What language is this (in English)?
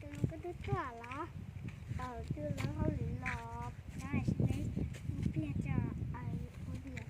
Hmong